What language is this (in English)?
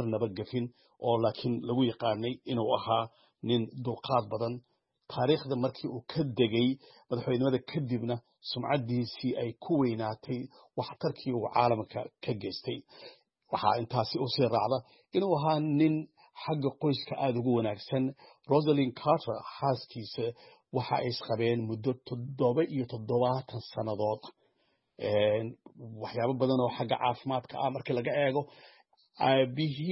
Somali